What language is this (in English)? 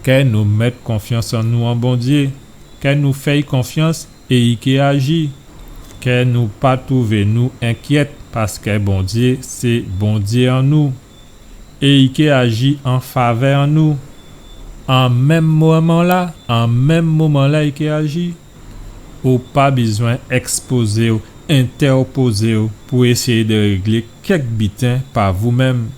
Guadeloupean Creole French